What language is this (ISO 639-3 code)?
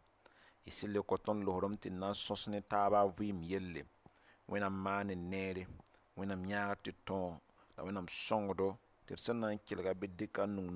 mos